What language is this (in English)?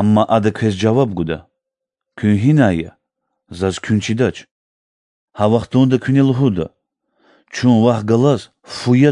Lezghian